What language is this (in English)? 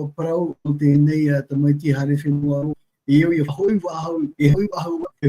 Tahitian